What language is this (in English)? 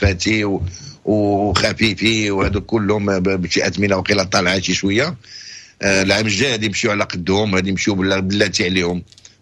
Moroccan Arabic